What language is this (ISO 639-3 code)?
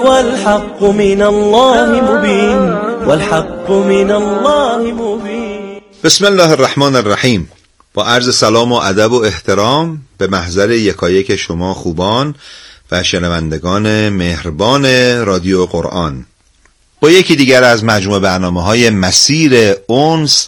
fas